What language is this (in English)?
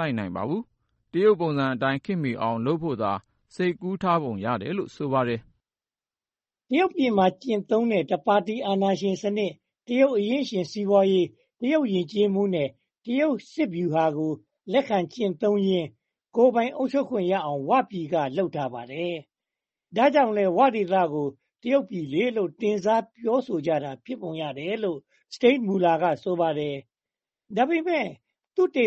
Burmese